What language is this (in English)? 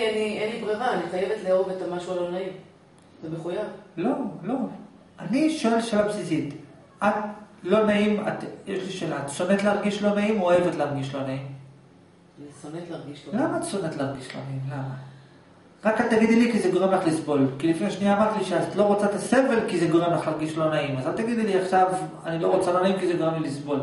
Hebrew